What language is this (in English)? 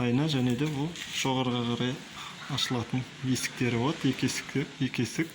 Kazakh